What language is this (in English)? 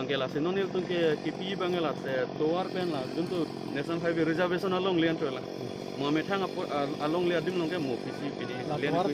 Karbi